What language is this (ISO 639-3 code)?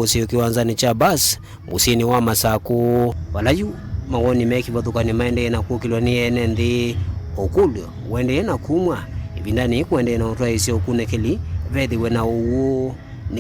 kam